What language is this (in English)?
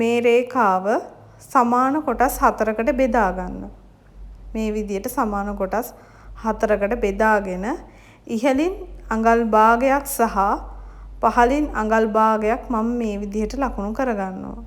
Sinhala